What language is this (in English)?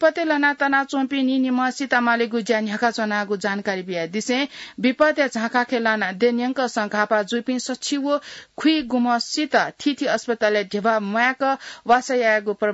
Newari